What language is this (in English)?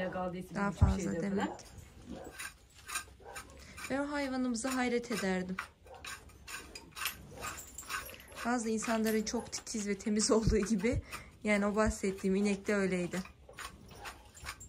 Turkish